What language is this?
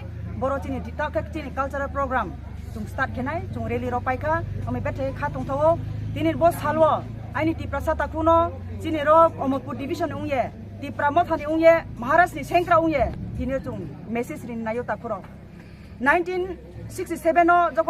Kok Borok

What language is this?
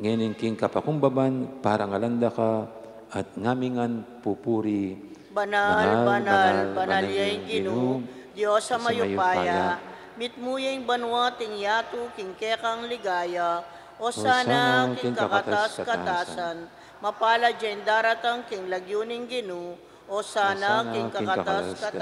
Pampanga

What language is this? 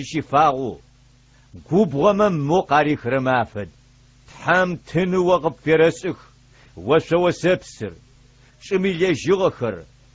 Adyghe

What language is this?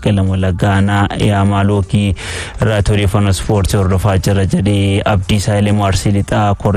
Oromo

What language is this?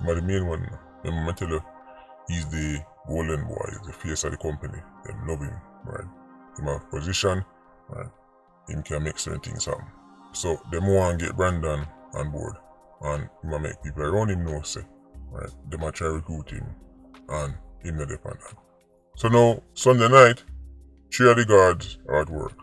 Jamaican Creole English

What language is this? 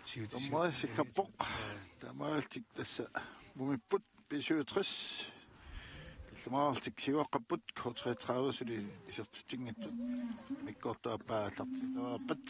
Kalaallisut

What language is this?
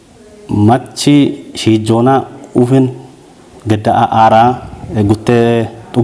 Kafa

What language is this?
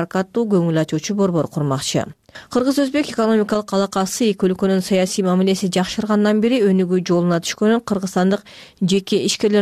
Kyrgyz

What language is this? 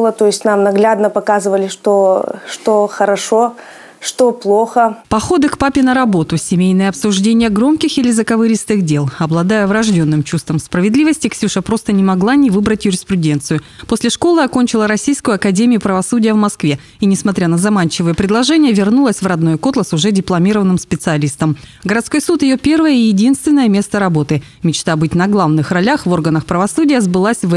Russian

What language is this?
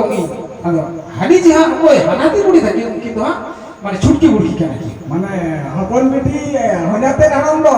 Santali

